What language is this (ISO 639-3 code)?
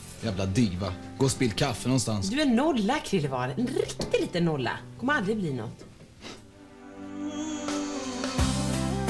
swe